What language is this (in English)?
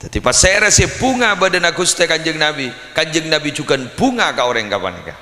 Madurese